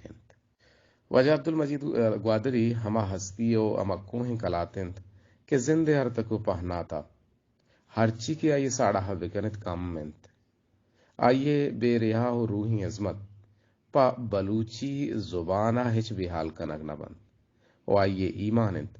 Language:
Eastern Balochi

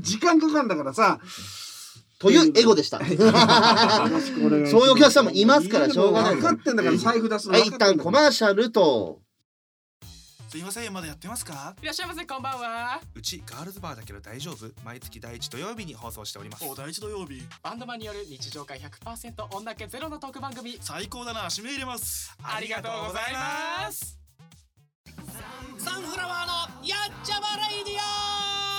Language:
Japanese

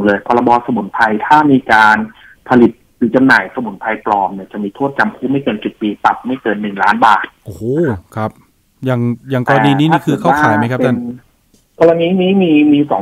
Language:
Thai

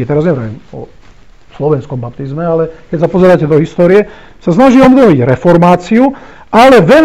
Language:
Slovak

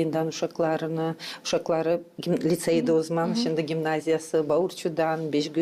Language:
Gagauz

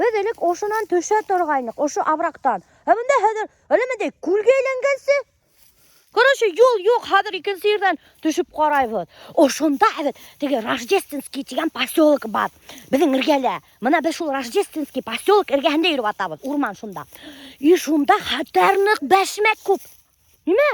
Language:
Bashkir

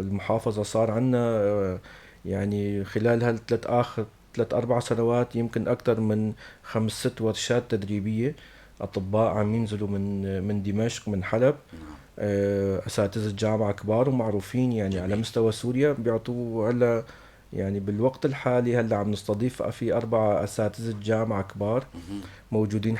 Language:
North Levantine Arabic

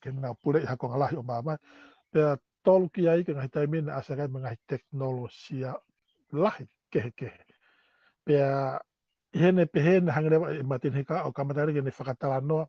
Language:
Tongan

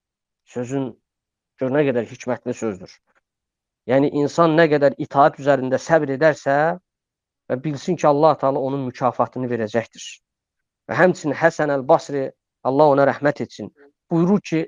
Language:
Azerbaijani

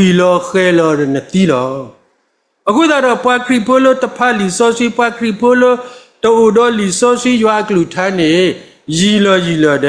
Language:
S'gaw Karen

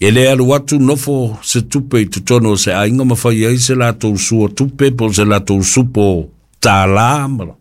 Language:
Samoan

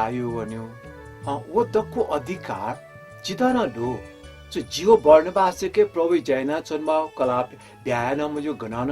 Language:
Newari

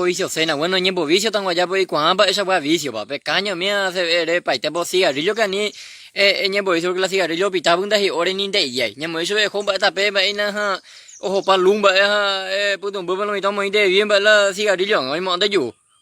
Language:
Guarani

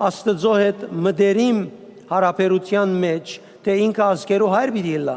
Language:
Western Armenian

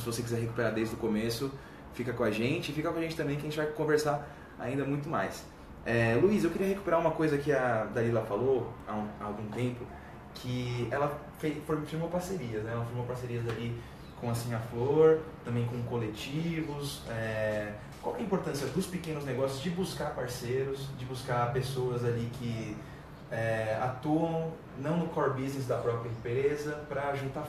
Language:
Portuguese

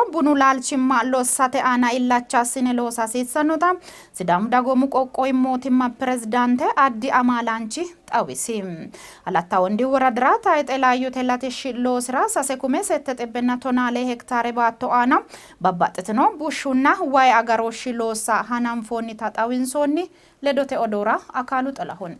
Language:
Sidamo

